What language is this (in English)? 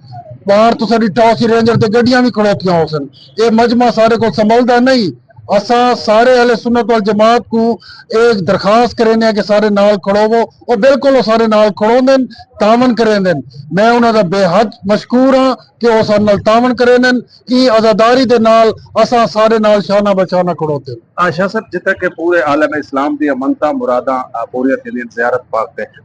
Saraiki